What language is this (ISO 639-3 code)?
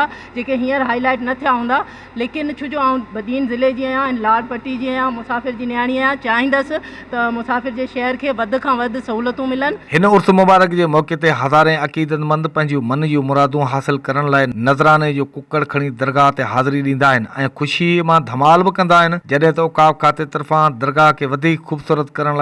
snd